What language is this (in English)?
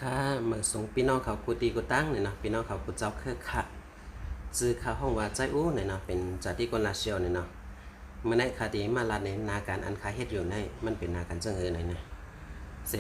Shan